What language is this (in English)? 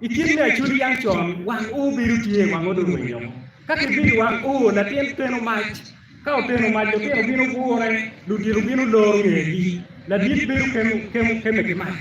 Acoli